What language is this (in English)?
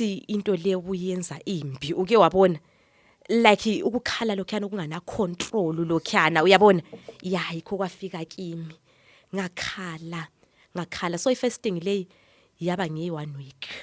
Zulu